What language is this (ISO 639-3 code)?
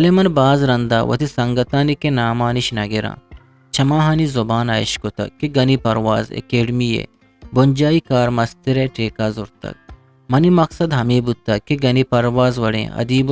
bgp